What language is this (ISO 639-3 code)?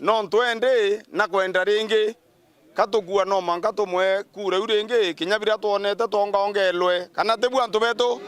mer